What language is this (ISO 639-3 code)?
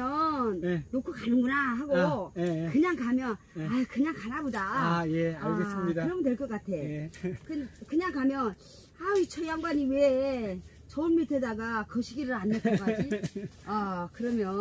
kor